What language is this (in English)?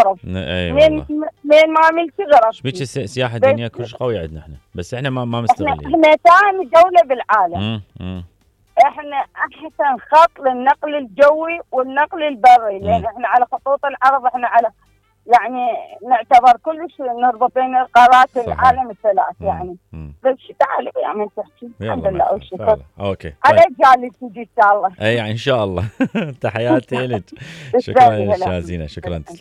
Mesopotamian Arabic